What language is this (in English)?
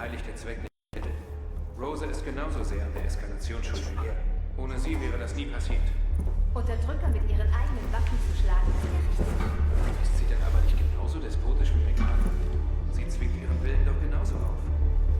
Swiss German